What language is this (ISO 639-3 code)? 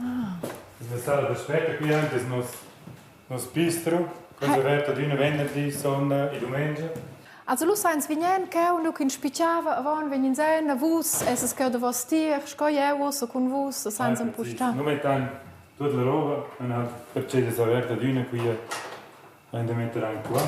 roh